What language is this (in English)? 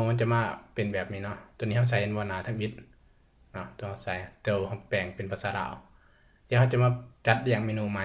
Lao